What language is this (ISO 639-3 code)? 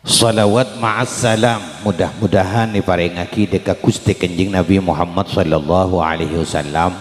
mad